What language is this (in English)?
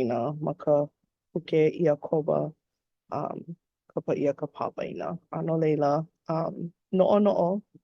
Hawaiian